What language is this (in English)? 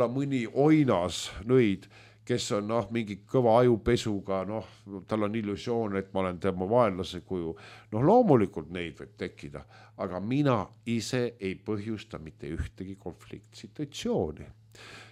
Estonian